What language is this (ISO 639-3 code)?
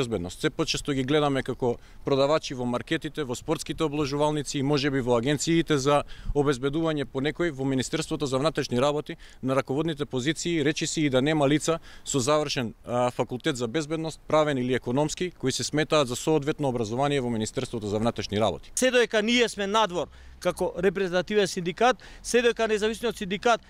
mkd